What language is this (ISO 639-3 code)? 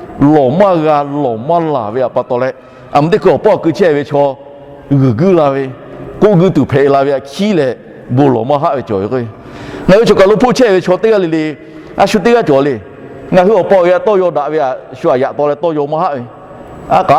lhu